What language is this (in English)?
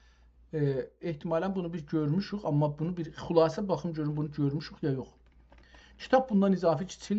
South Azerbaijani